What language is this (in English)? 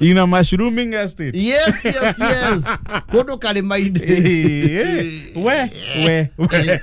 Kikuyu